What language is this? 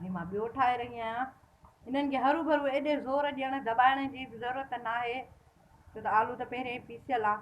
Sindhi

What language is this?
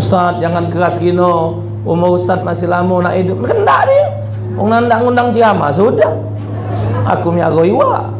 Musi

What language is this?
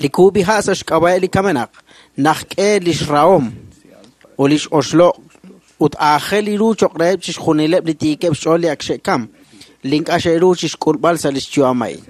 Kekchí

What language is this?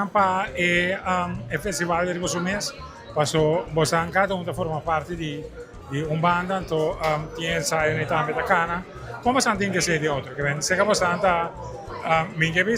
Papiamento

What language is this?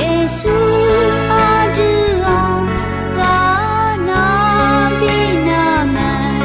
Akha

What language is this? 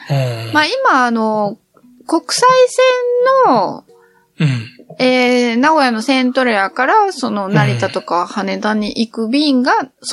Japanese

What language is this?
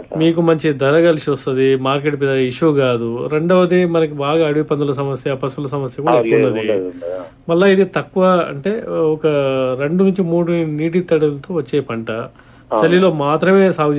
Telugu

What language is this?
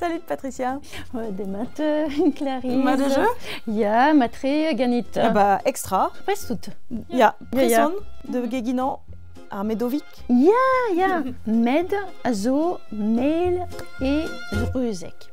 Breton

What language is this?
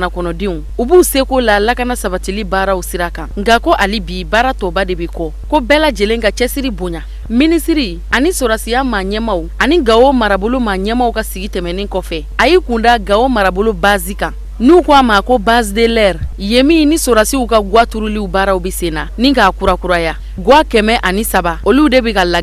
Bambara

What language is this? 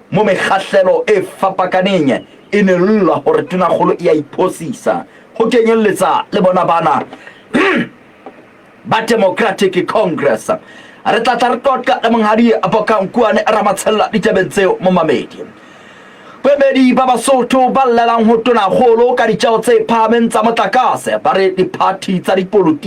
Southern Sotho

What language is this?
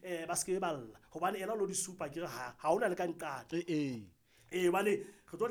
Southern Sotho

